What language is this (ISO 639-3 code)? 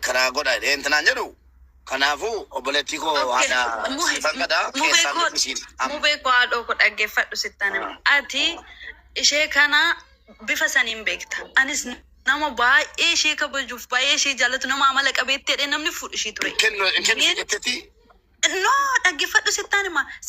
orm